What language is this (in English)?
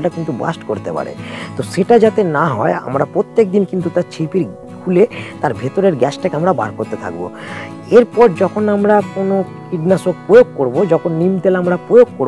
Bangla